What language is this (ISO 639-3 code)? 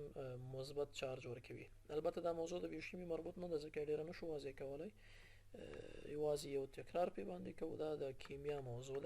pus